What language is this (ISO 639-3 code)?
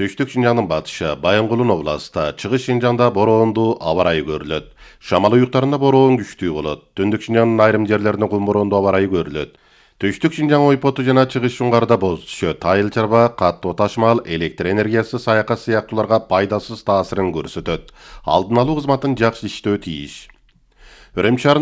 kir